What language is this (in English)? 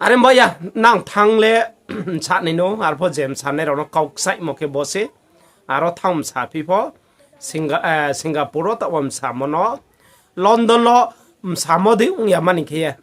Riang (India)